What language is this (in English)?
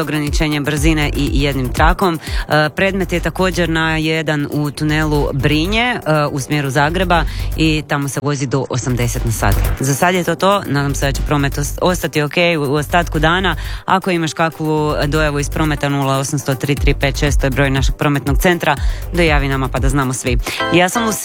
Croatian